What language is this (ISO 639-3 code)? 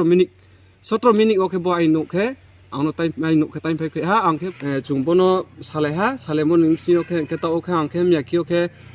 ria